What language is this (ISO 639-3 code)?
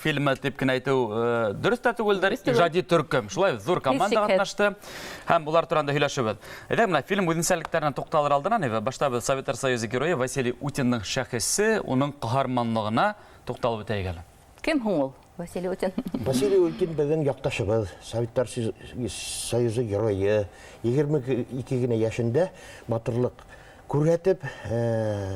bak